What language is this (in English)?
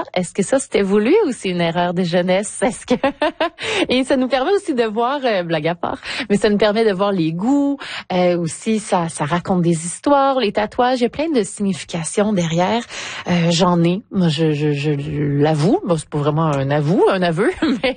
French